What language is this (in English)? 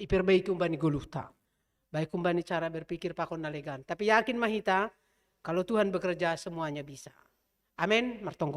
Batak Simalungun